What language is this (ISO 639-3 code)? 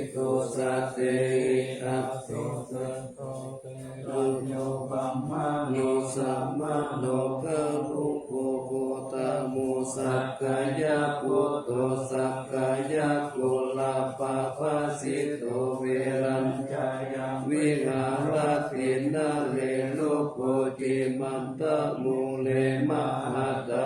pli